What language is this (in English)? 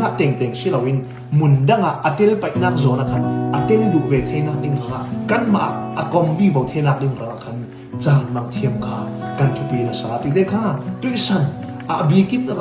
Falam Chin